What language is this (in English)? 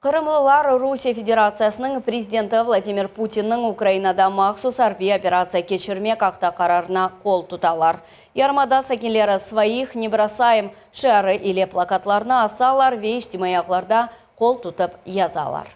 Crimean Tatar